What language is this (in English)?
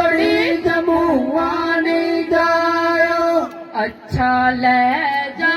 Dogri